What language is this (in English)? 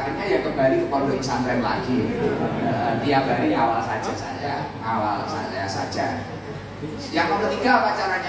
Indonesian